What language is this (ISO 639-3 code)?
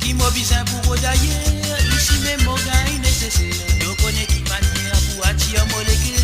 mfe